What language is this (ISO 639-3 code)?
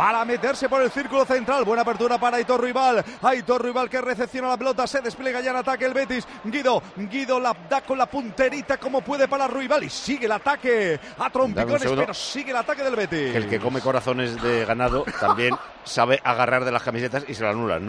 spa